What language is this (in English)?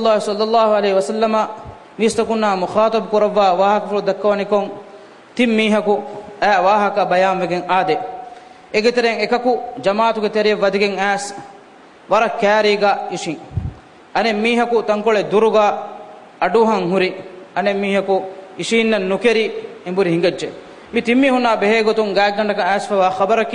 Divehi